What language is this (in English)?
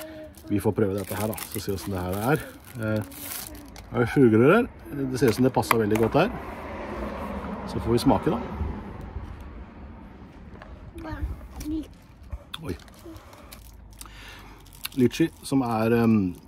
Norwegian